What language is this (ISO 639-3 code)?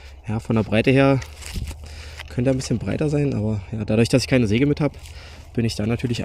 deu